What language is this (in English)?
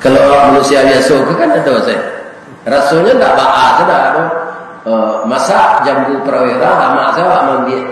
Minangkabau